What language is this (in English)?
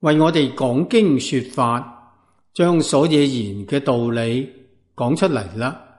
Cantonese